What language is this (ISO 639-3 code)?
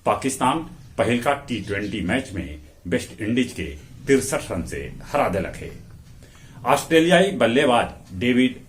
mag